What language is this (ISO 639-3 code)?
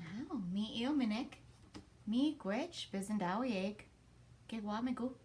oji